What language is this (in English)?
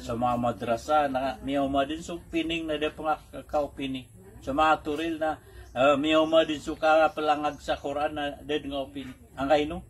Maranao